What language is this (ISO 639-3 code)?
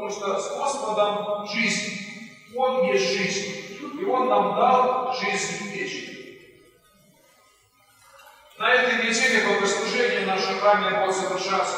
rus